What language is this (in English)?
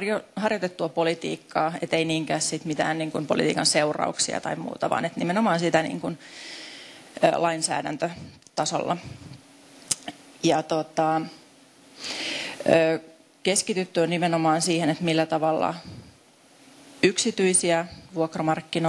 Finnish